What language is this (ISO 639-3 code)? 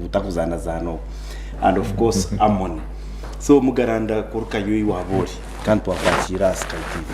nyn